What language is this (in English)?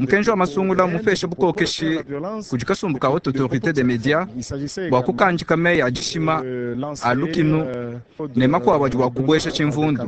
Luba-Lulua